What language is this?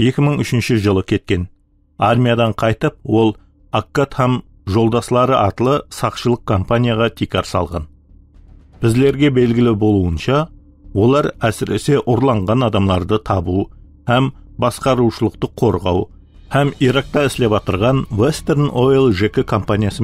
Kara-Kalpak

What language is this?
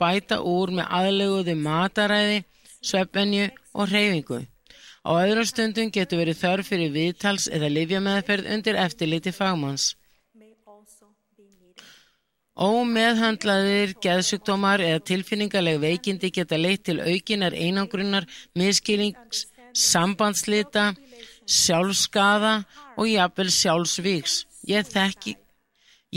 Icelandic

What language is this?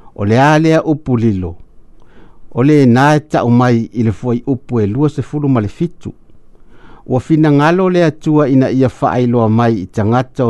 Samoan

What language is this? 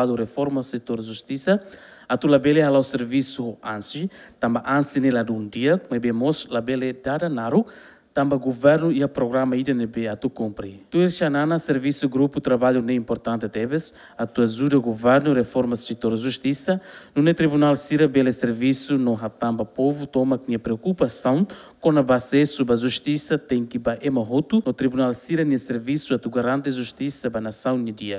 Tetum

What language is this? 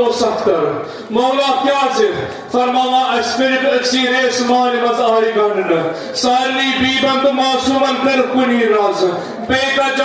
Kashmiri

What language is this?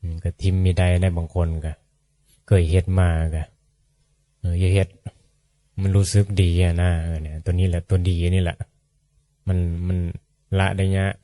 Northeastern Thai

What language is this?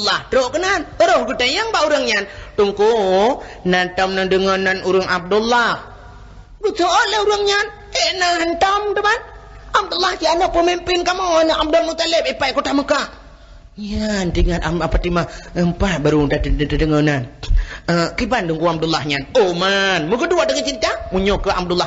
Achinese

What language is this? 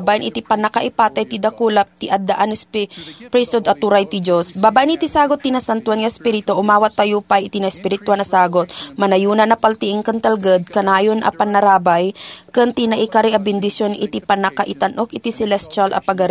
Iloko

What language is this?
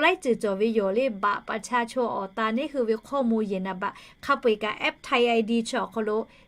Lahu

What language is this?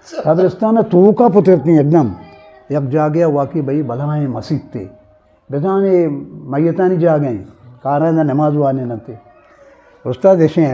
Eastern Balochi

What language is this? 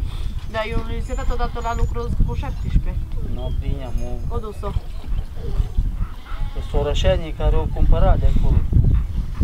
Romanian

